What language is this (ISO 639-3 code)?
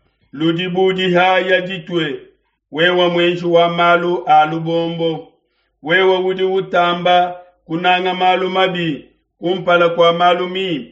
lua